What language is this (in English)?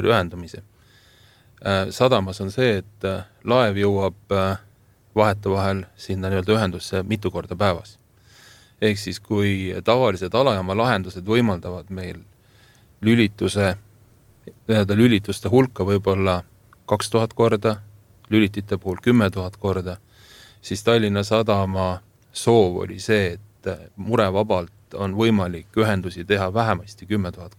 Estonian